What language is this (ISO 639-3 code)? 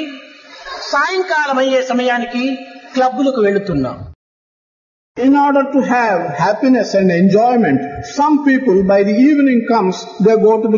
tel